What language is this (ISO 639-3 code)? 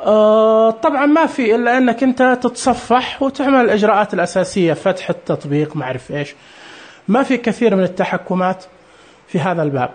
ars